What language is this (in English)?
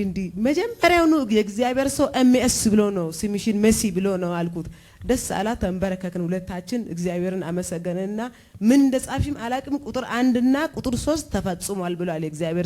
Amharic